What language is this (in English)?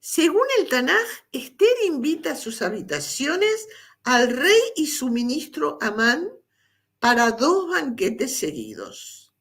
Ladino